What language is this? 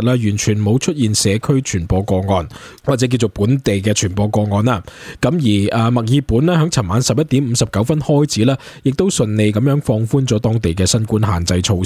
Cantonese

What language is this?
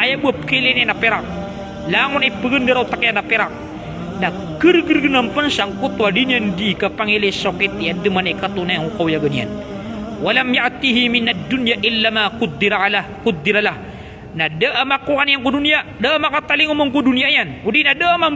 Maranao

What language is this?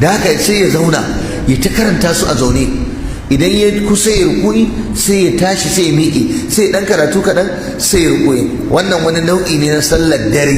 Hausa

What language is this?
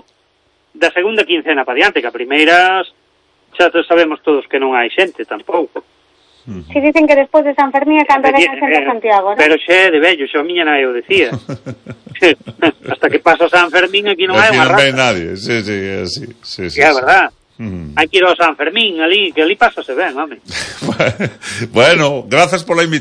Galician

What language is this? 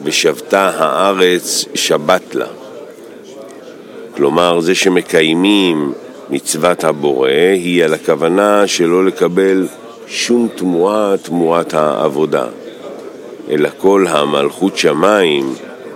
Hebrew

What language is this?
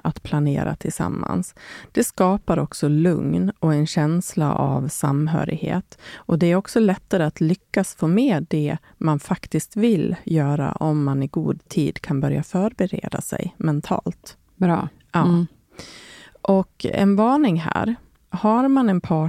Swedish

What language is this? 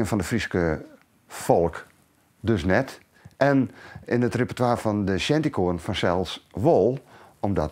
Western Frisian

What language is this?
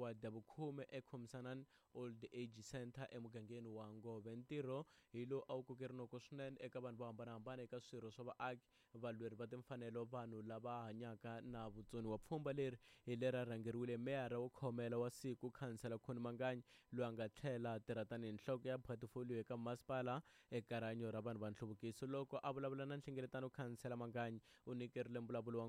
Tsonga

